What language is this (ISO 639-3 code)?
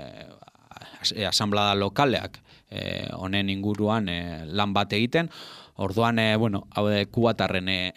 eus